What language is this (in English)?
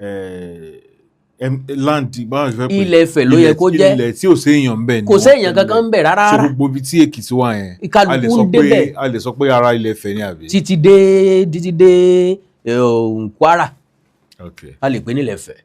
Yoruba